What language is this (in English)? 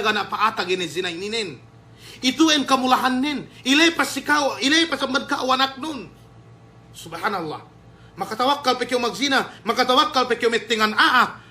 Yakan